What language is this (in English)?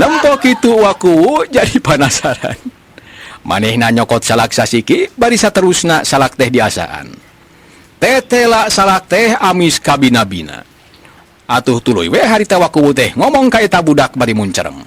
Sundanese